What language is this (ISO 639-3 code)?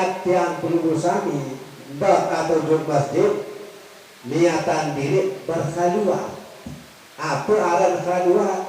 sas